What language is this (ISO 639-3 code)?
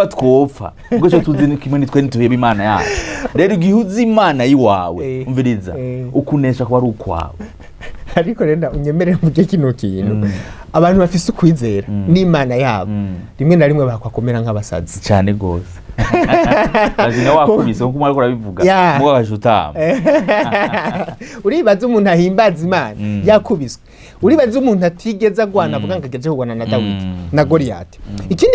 run